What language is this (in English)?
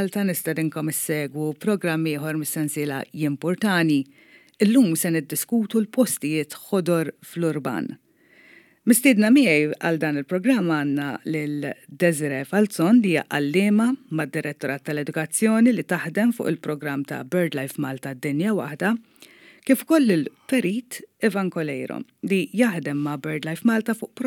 Maltese